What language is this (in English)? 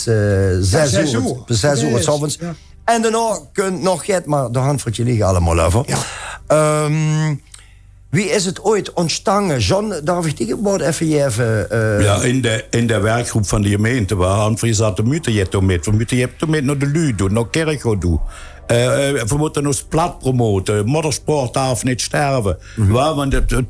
Limburgish